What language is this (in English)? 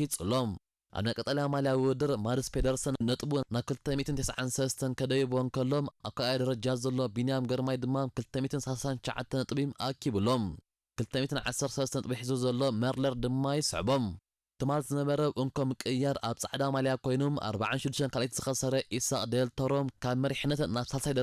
Tigrinya